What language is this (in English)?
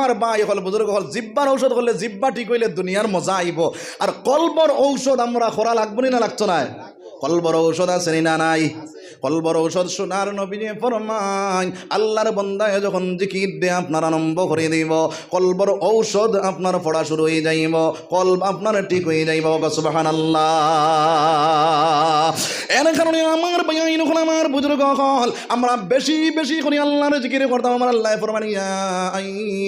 Sylheti